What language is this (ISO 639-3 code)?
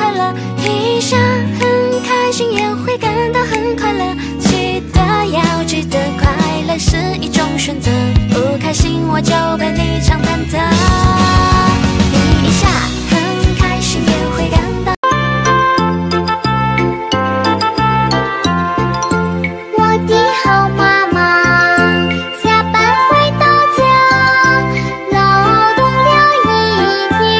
zho